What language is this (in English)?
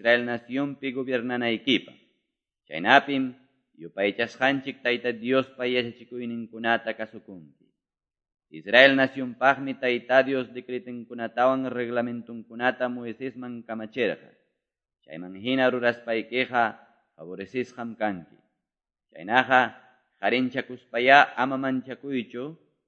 Quechua